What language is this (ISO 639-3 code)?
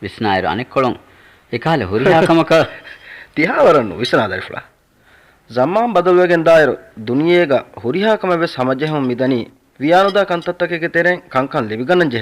div